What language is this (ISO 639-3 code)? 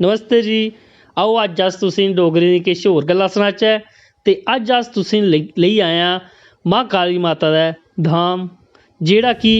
doi